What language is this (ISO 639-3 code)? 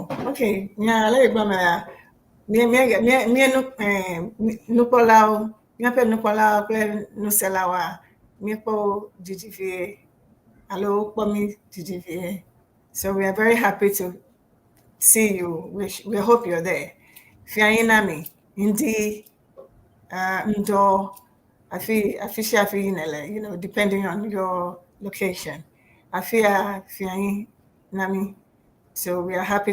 ewe